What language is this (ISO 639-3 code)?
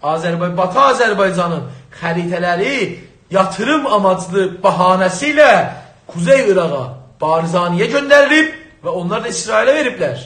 azb